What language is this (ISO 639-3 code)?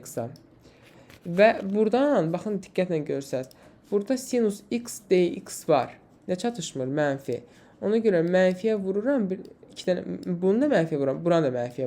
aze